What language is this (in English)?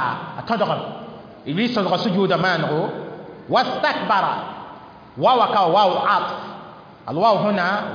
Mossi